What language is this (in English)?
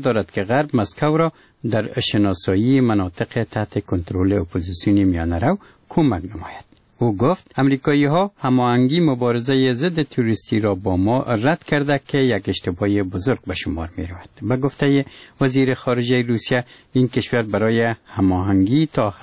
Persian